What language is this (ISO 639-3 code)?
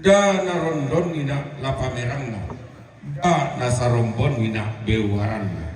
sda